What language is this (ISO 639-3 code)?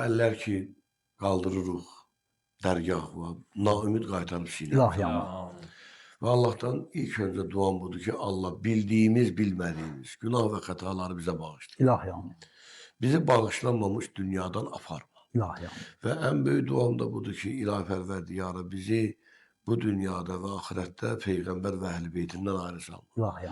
aze